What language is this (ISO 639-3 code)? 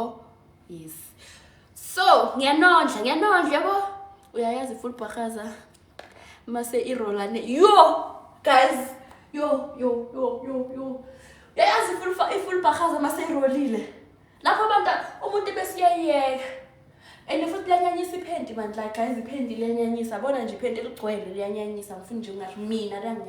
zul